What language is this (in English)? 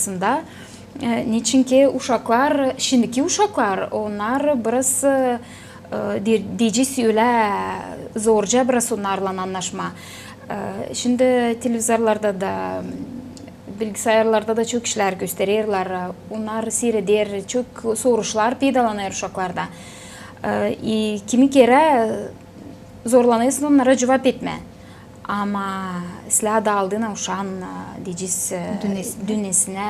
Gagauz